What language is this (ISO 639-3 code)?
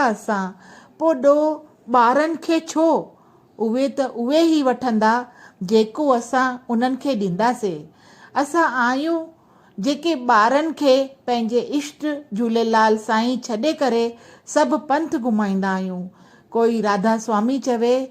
snd